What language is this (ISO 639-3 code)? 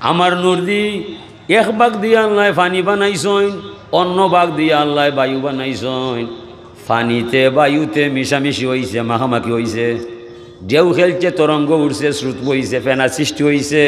syl